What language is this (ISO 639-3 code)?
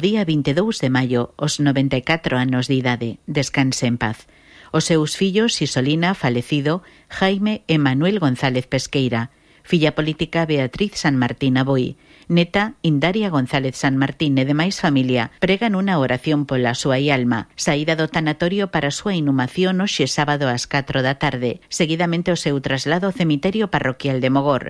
glg